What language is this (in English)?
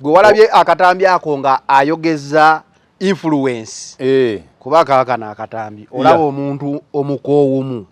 Ganda